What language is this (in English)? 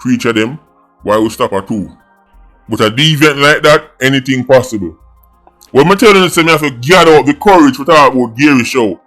Jamaican Creole English